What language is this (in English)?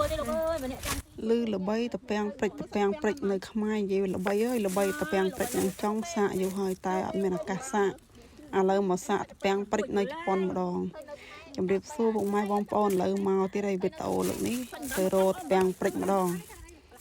Khmer